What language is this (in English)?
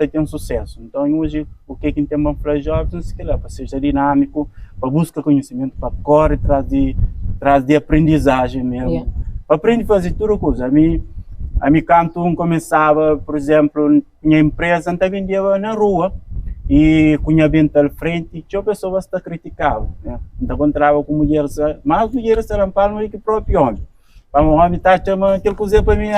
Kabuverdianu